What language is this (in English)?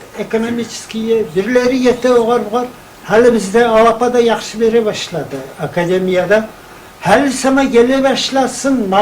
Kumyk